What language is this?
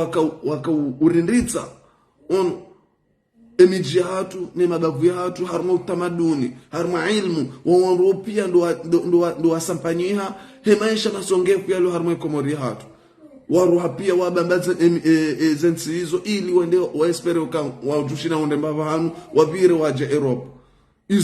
Ngazidja Comorian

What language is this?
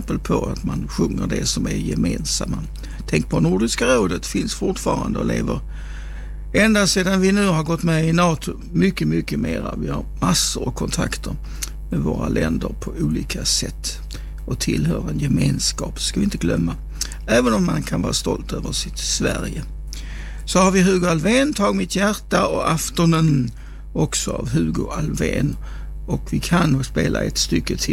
Swedish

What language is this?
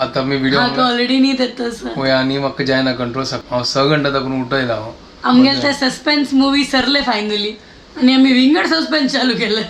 Konkani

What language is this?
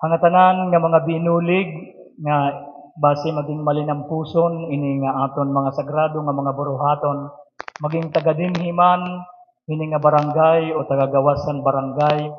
Waray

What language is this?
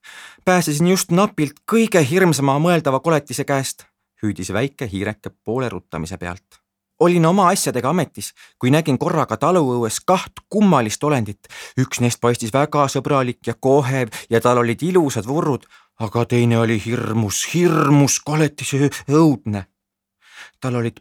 Estonian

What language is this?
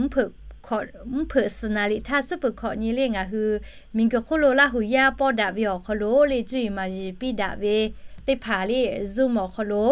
Lahu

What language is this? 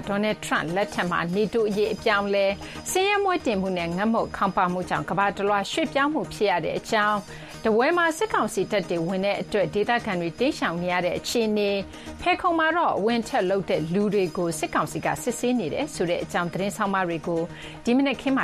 Burmese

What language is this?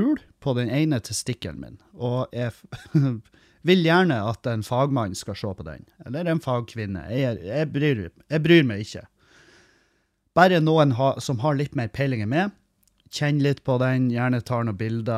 Norwegian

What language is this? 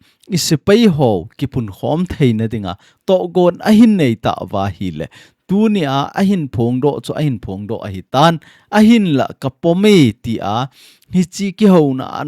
Thado Chin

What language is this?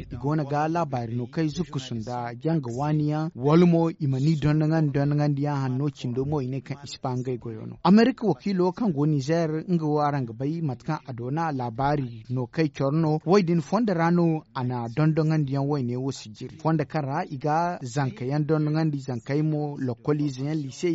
Zarma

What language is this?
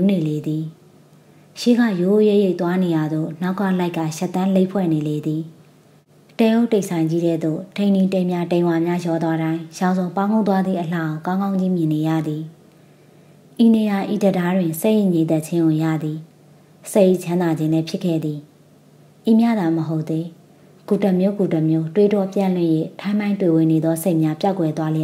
Burmese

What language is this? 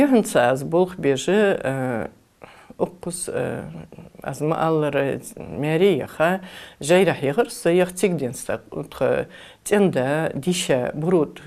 Ingush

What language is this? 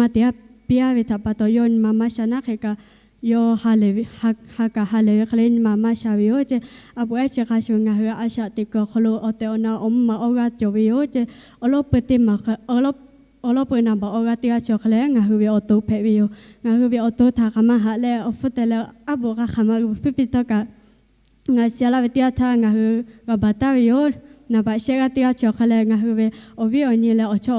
Lahu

